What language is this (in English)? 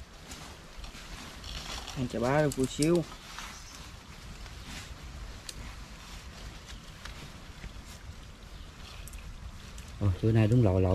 Vietnamese